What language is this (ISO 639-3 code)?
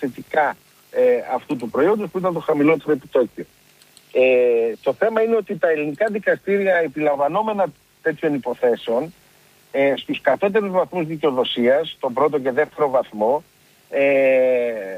ell